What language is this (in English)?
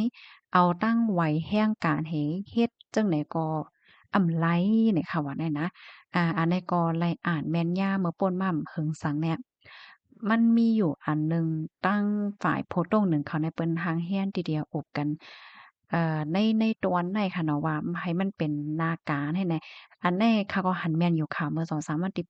Shan